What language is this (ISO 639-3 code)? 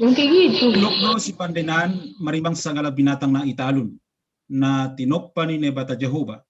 bts